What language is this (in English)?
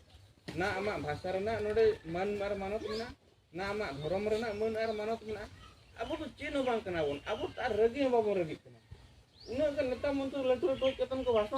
Santali